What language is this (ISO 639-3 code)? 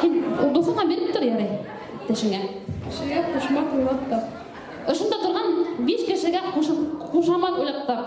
bak